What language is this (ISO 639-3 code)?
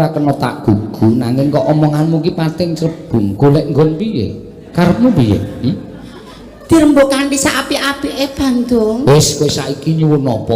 jav